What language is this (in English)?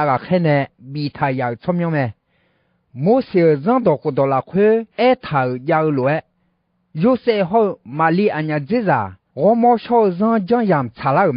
Akha